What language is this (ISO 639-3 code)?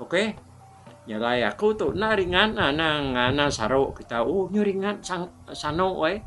iba